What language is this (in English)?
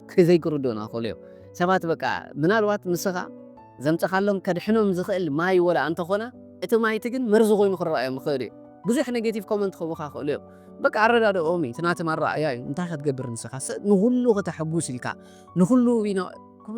Tigrinya